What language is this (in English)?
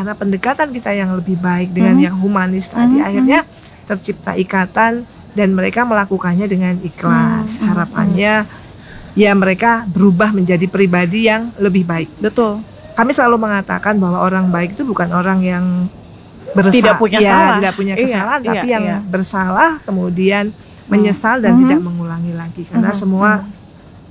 Indonesian